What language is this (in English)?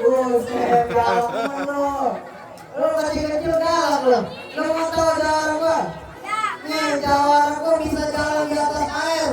Betawi